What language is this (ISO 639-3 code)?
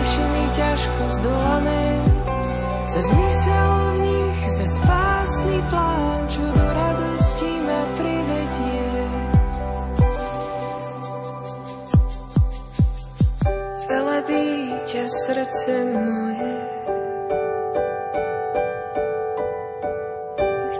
slk